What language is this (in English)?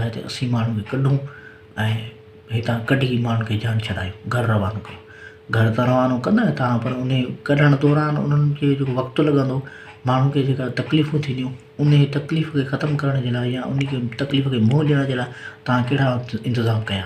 Sindhi